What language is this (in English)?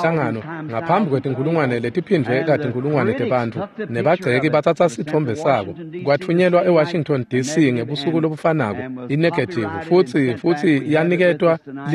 Swati